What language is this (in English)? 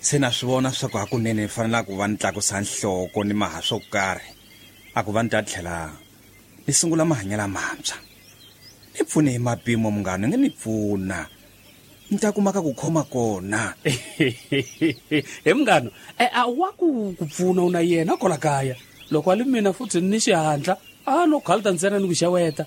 Tsonga